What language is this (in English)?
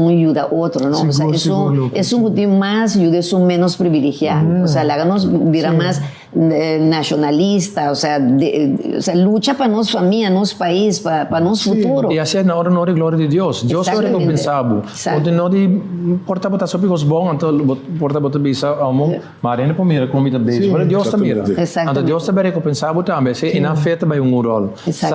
Papiamento